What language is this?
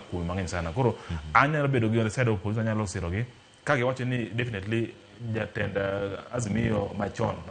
Luo (Kenya and Tanzania)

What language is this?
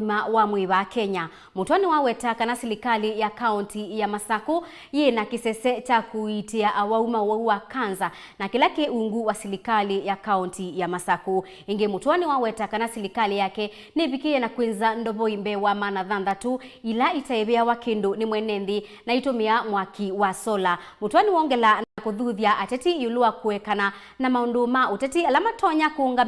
Kamba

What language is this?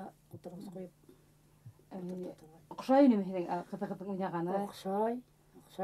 Bashkir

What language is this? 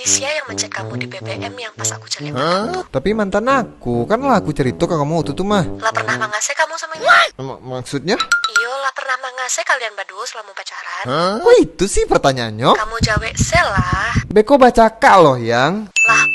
Minangkabau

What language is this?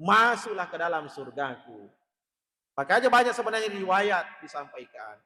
Buginese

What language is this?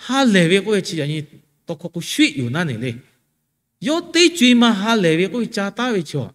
Lahu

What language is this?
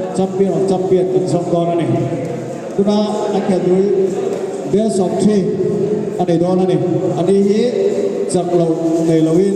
Mizo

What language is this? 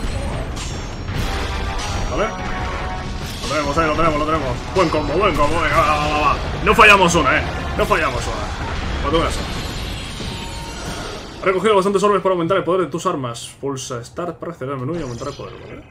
Spanish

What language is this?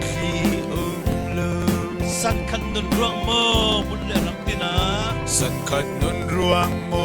Falam Chin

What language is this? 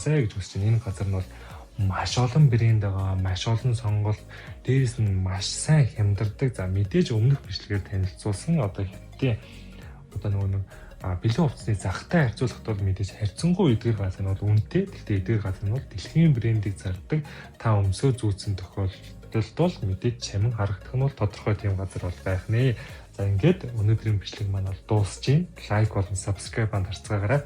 Mongolian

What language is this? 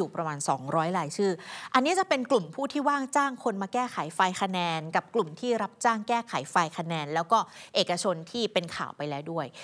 Thai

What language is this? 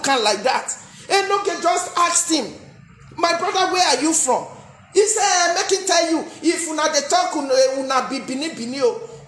Nigerian Pidgin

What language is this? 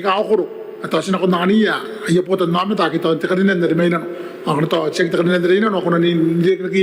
Gilbertese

